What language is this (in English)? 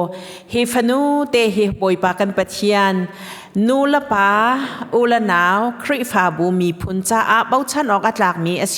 Hakha Chin